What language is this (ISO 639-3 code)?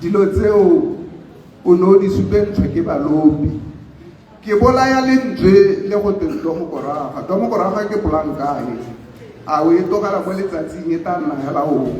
tsn